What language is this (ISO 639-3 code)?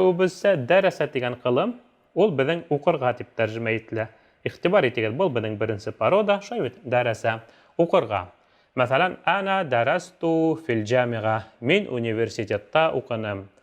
bak